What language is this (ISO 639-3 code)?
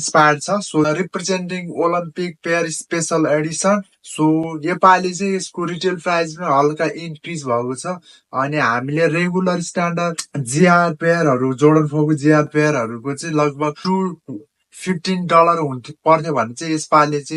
nep